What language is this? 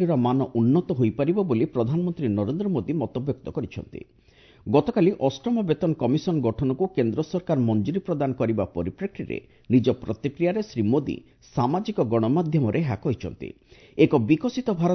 Odia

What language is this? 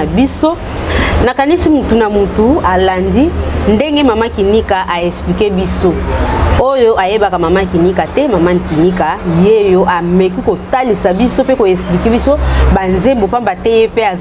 Lingala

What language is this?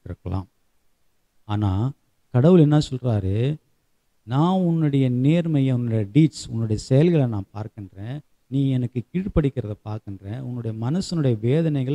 Tamil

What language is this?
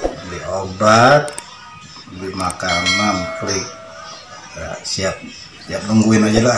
Betawi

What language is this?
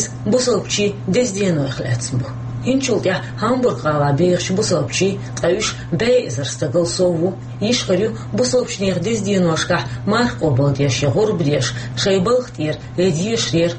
Chechen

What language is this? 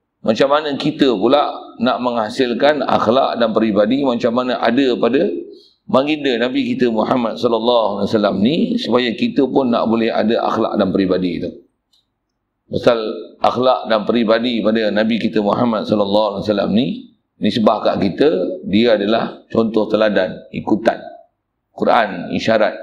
Malay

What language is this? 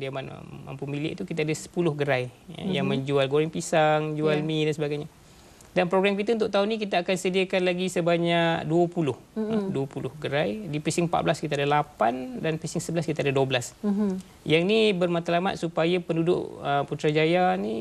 Malay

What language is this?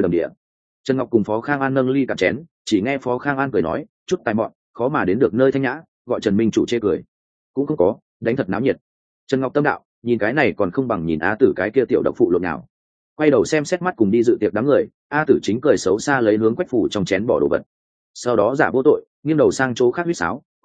Vietnamese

